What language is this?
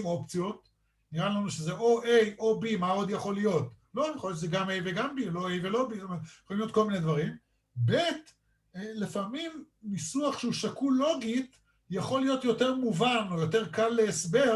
Hebrew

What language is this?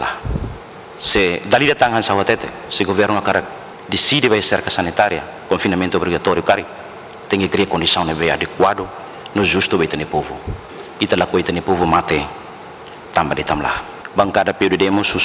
Tetum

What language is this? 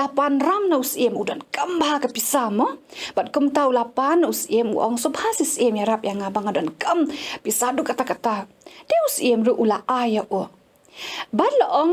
Khasi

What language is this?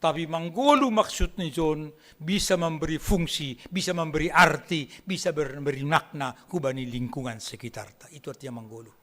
Batak Simalungun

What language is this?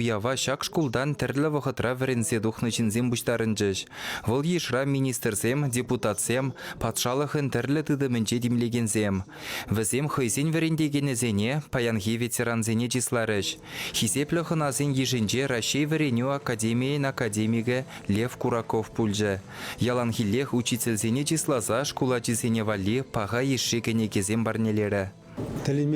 Chuvash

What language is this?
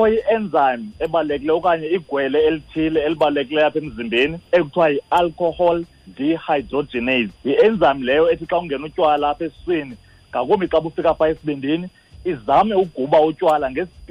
Xhosa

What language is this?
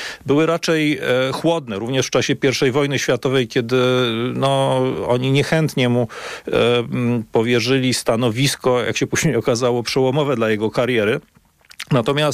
Polish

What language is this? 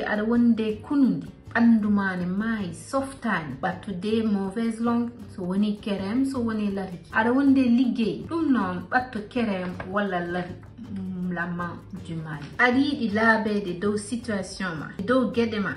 Fula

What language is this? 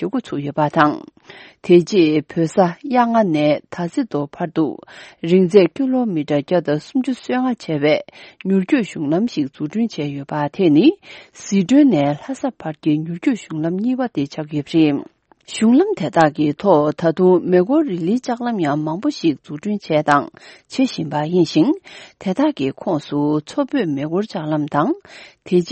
Tibetan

